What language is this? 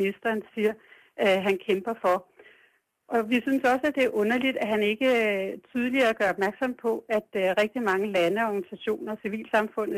Danish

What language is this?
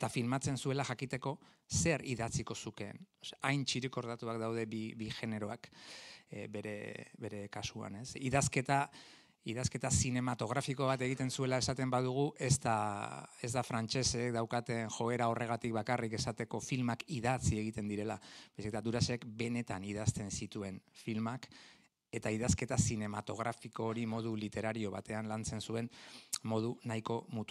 Basque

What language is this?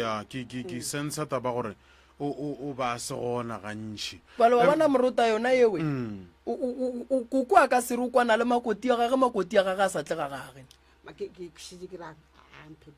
Northern Sotho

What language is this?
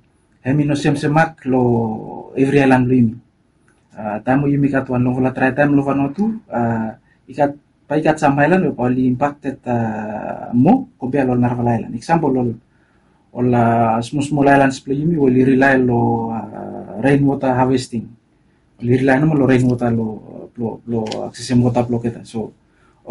Bislama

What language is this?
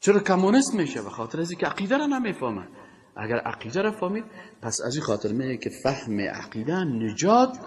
Persian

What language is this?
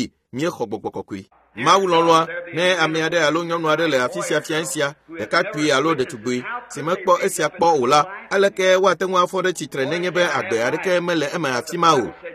Ewe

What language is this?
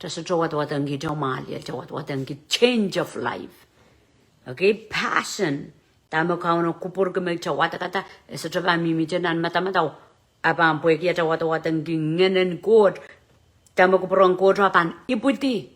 Pohnpeian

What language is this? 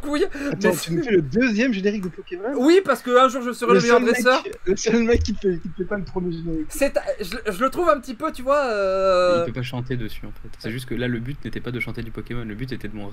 French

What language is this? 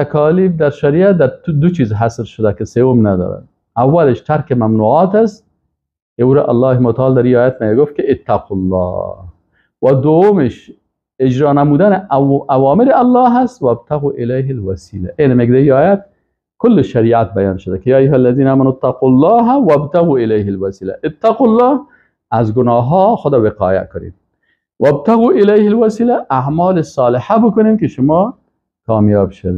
Persian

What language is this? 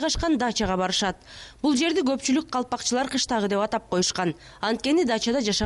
Kyrgyz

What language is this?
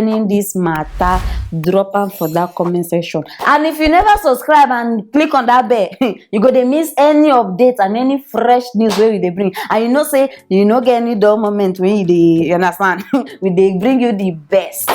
Nigerian Pidgin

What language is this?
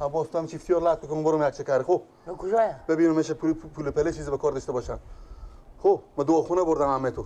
Persian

